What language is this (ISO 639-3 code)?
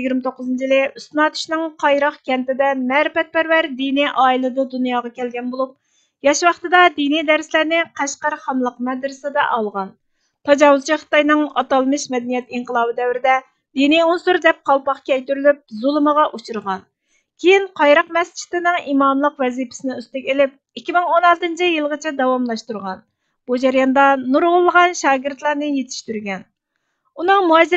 uig